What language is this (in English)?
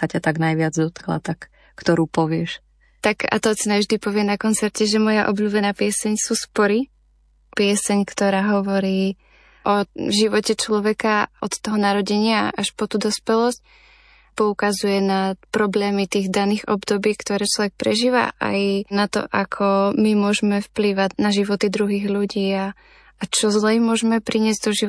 Slovak